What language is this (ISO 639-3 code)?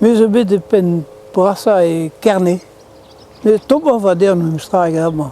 bre